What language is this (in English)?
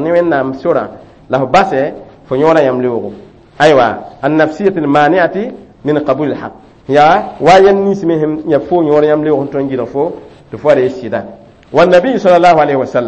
Mossi